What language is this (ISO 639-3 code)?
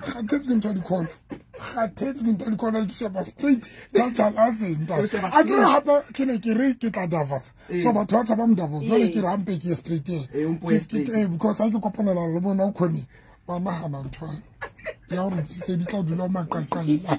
sot